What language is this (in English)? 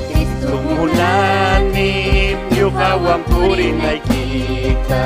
Ayacucho Quechua